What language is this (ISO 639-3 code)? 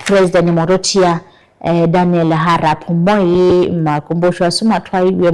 kam